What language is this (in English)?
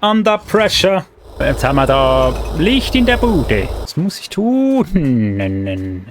Swiss German